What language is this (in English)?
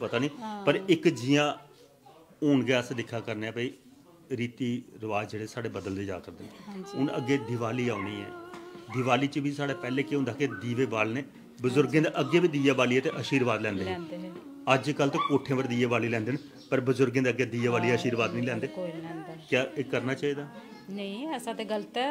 Dogri